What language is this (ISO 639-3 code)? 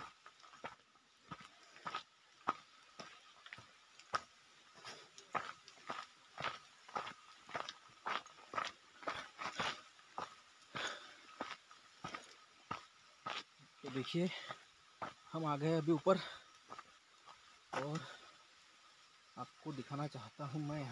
hin